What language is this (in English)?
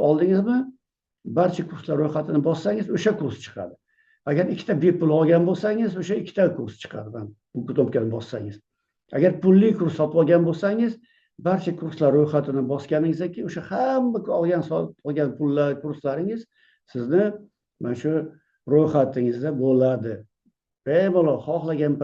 Uzbek